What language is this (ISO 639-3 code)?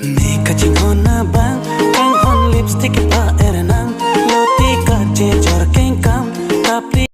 mjw